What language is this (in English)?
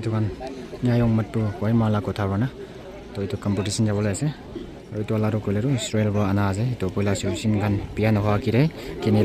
Naga Pidgin